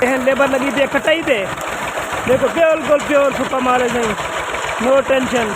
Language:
Saraiki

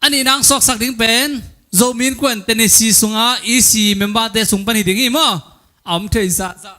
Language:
Tedim Chin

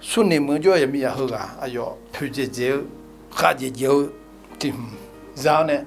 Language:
Akha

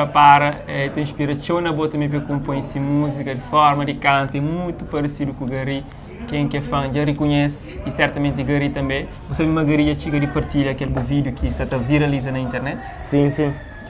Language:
Kabuverdianu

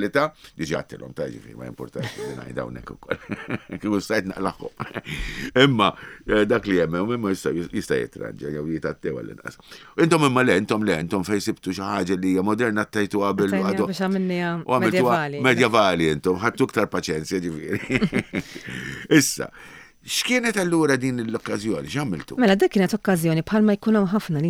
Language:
Maltese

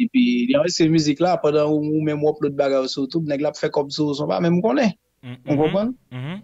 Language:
Haitian Creole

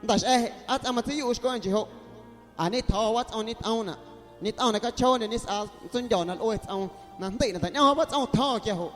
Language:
Guerrero Amuzgo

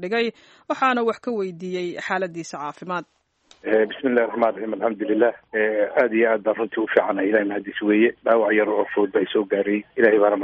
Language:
Somali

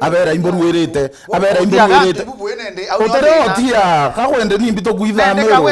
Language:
Meru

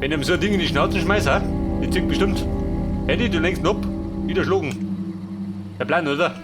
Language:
Bavarian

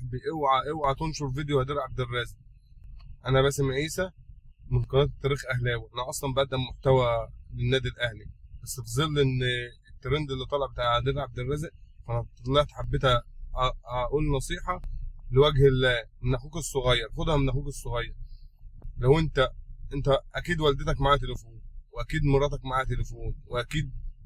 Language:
Egyptian Arabic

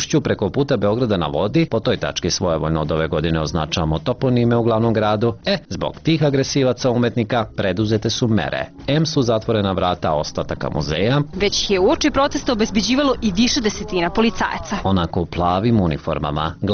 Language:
Serbian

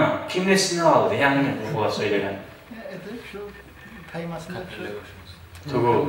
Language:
Kumyk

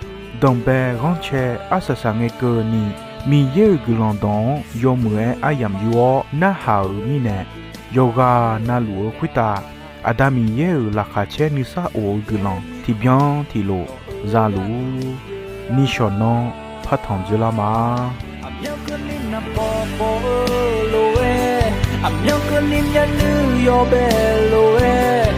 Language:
Akha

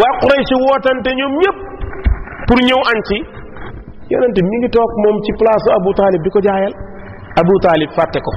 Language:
Wolof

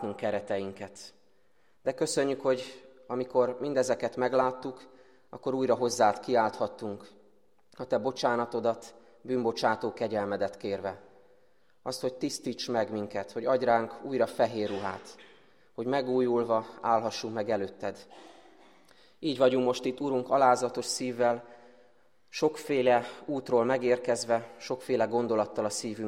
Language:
Hungarian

